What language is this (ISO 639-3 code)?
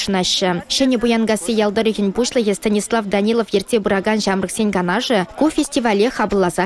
chv